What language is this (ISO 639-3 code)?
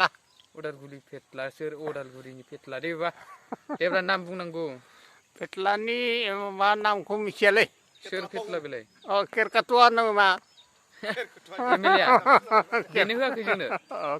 brx